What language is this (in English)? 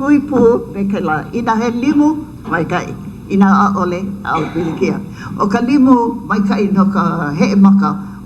Hawaiian